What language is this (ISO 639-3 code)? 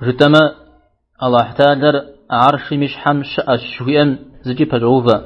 kbd